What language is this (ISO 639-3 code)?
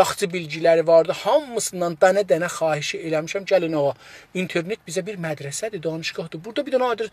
azb